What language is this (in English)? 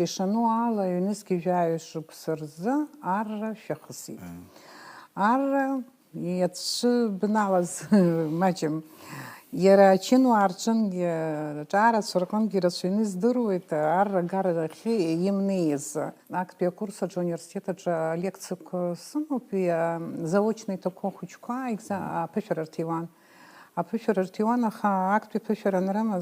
Abkhazian